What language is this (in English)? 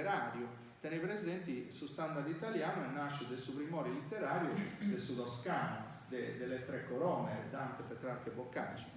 Sardinian